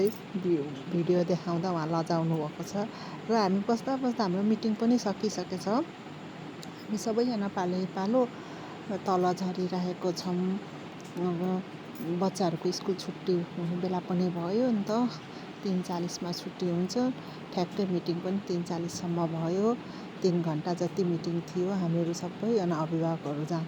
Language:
Nepali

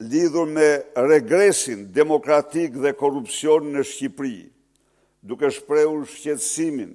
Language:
Albanian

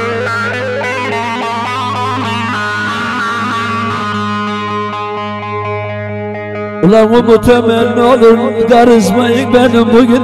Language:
Turkish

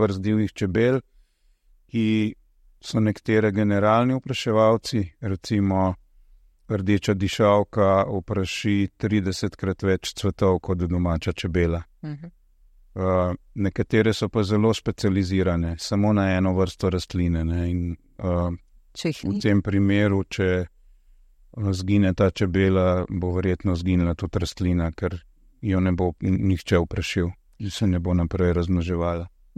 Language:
Slovenian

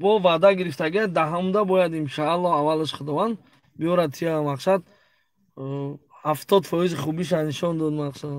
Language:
Tajik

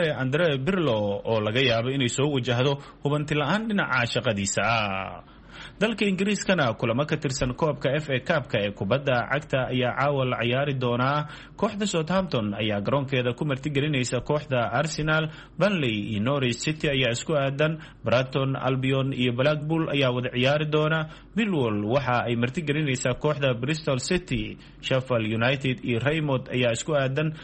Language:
Somali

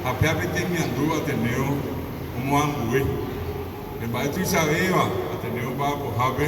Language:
Guarani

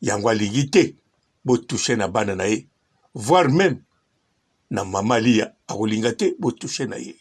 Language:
Lingala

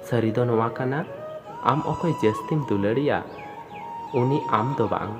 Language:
Santali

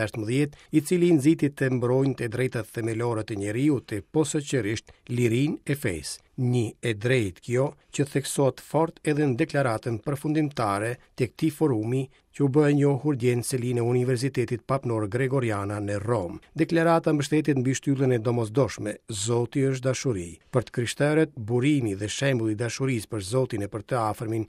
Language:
Albanian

